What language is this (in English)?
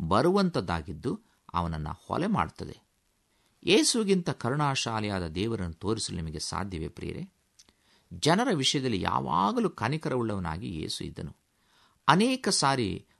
Kannada